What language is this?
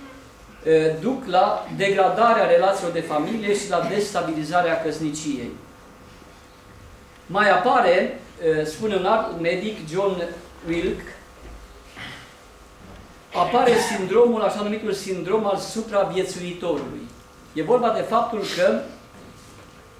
Romanian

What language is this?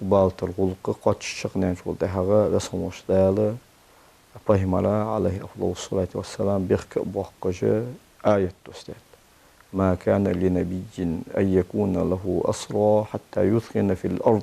Ingush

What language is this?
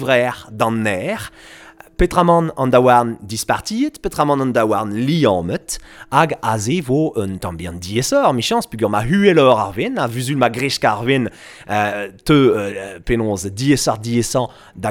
Breton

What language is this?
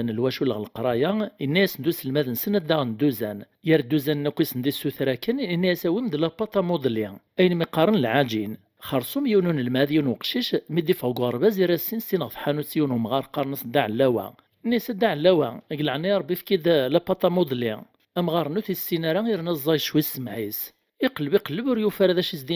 Kabyle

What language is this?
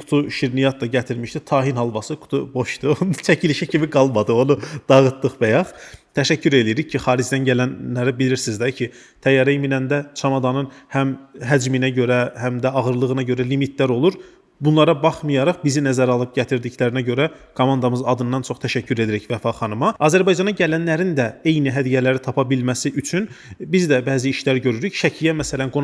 Azerbaijani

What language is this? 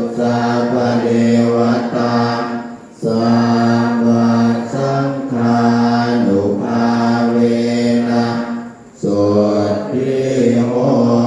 Pali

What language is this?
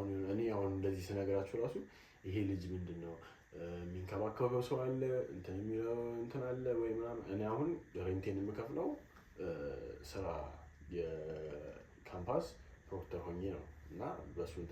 Amharic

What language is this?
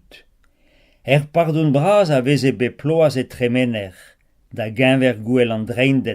Breton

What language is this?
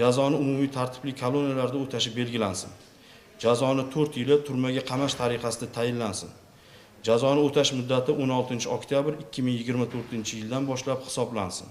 Uzbek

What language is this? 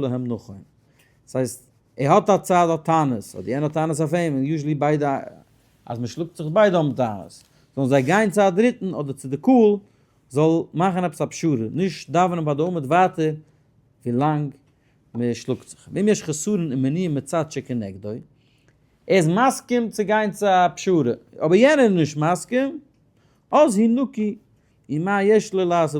Yiddish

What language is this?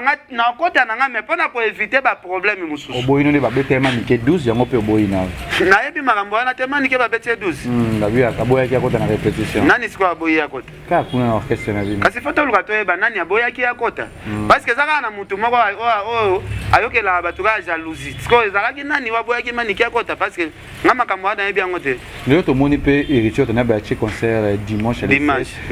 Lingala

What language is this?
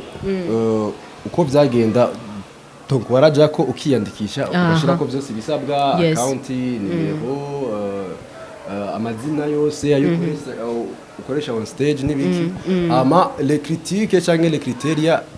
Rundi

